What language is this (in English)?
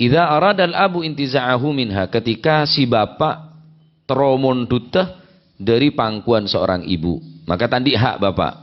Madurese